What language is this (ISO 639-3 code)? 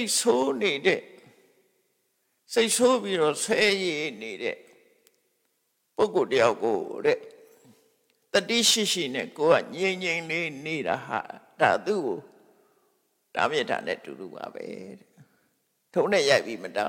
mya